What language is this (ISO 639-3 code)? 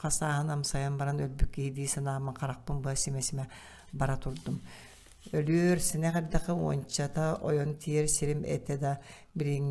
sah